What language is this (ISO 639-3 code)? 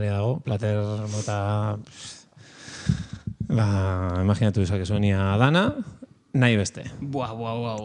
eus